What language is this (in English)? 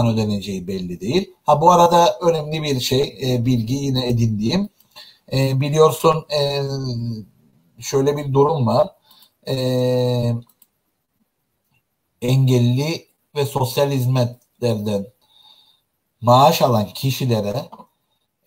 Turkish